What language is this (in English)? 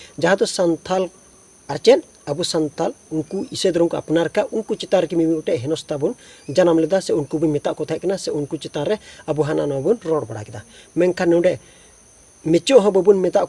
Santali